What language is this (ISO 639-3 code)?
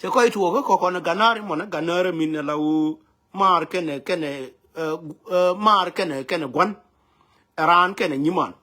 nus